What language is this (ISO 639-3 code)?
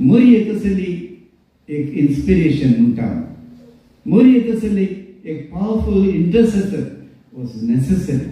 kok